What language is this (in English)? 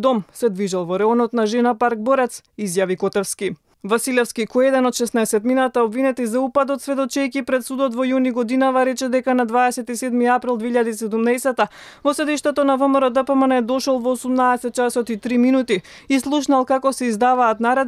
Macedonian